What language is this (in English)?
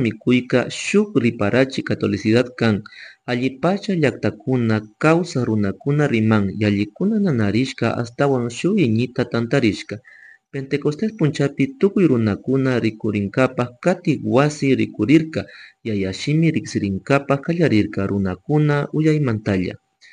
Chimborazo Highland Quichua